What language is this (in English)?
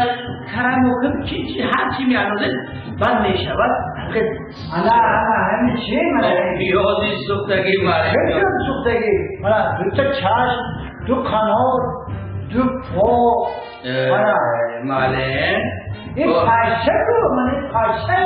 Tajik